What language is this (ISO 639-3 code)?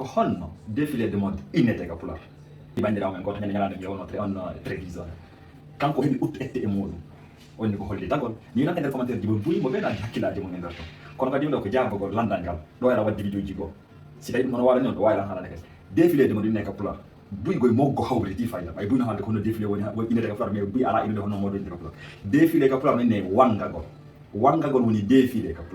ful